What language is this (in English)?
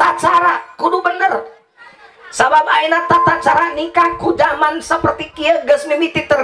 Sundanese